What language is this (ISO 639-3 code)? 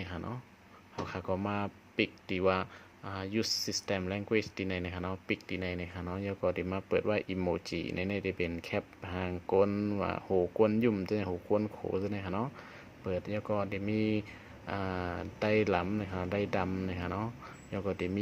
shn